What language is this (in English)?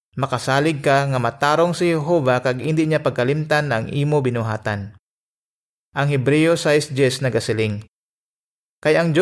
Hiligaynon